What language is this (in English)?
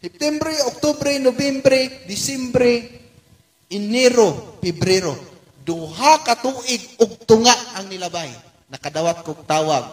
Cebuano